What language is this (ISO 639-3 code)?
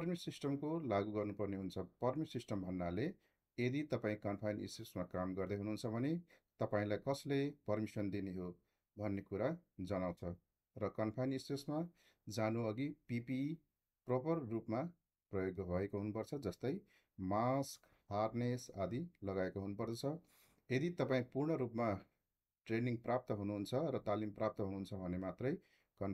nep